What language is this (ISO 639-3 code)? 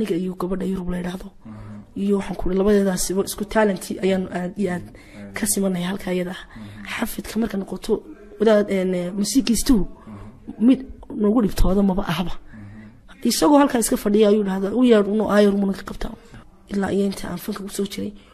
som